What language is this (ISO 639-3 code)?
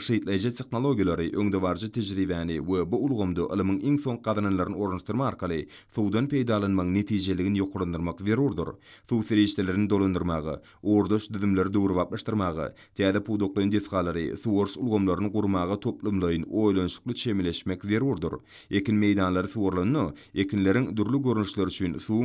tuk